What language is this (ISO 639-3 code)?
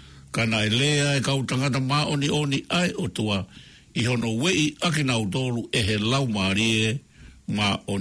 ton